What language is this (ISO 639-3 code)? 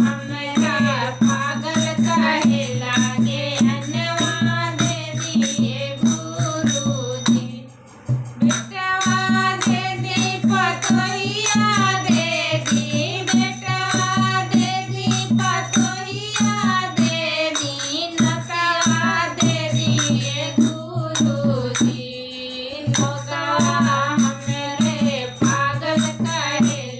bho